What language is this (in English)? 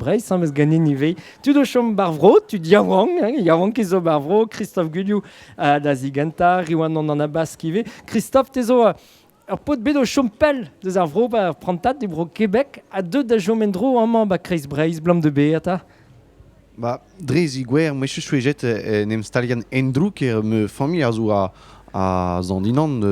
Breton